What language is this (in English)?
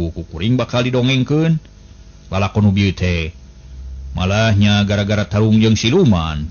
Sundanese